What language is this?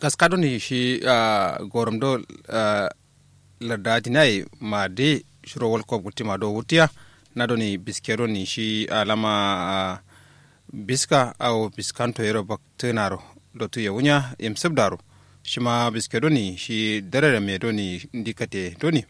Kanuri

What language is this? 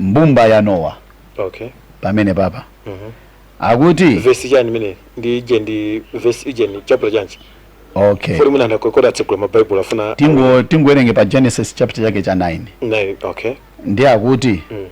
Nyanja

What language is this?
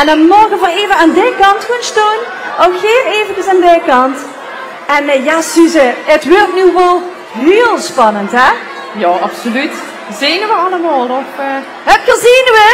Limburgish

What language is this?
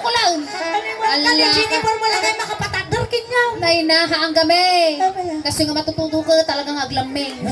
Iloko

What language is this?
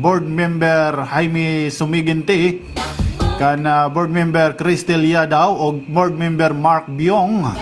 Waray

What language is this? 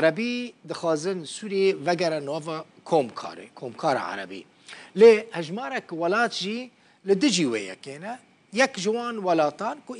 Kurdish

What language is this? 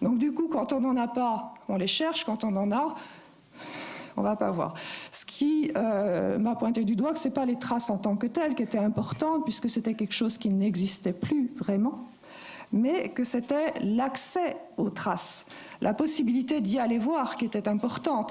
French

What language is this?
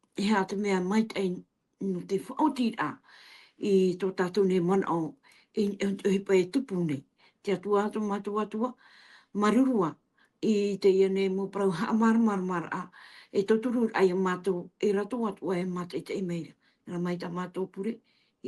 Tahitian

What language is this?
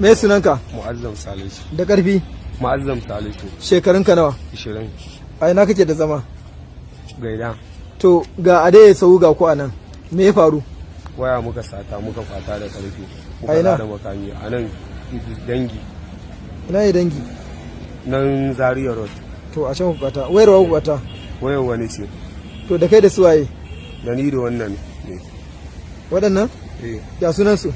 Hausa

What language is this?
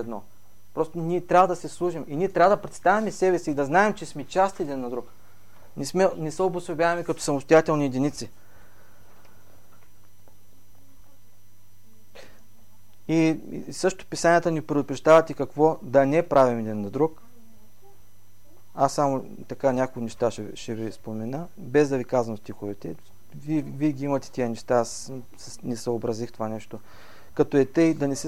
Bulgarian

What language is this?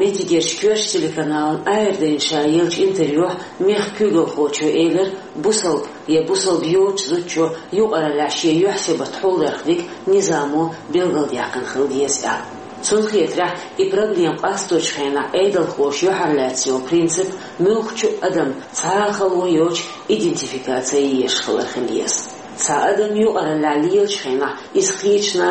Chechen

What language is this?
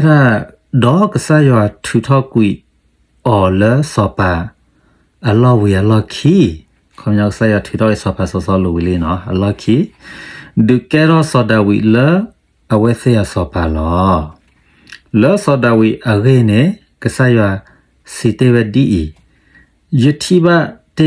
S'gaw Karen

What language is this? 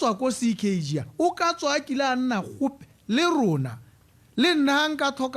Tswana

